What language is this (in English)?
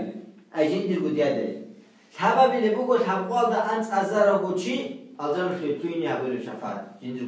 Avaric